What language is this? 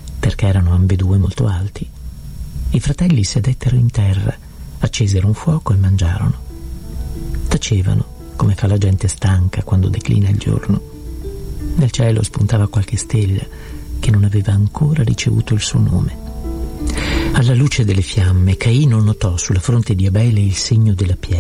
Italian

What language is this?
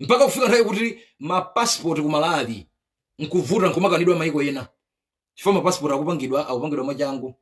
Nyanja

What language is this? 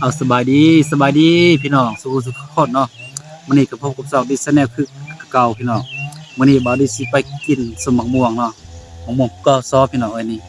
Northeastern Thai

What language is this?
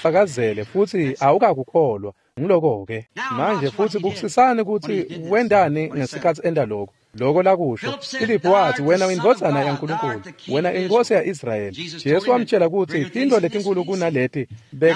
Swati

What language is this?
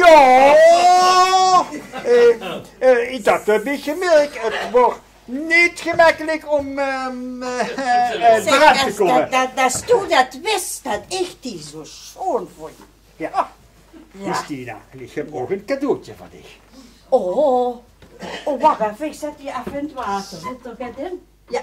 Limburgish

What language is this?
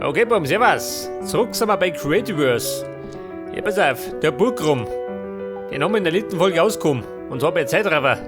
Bavarian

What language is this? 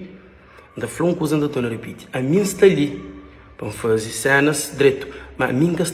Kabuverdianu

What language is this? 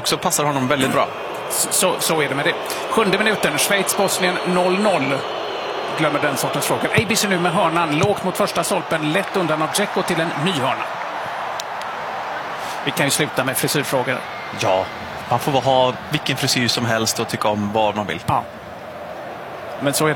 Swedish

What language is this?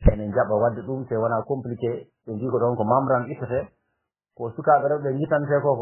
Fula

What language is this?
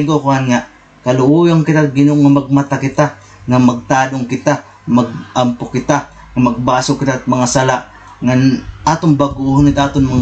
Waray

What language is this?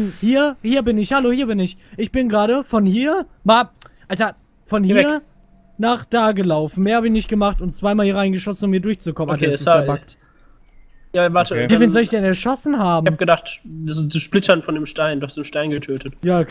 German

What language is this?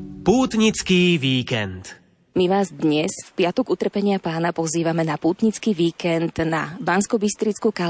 Slovak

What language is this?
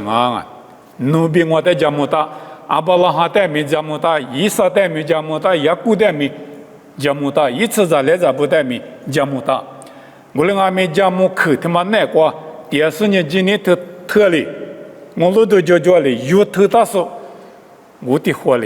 Lisu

